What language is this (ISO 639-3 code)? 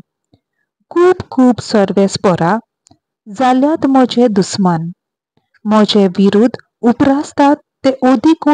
kok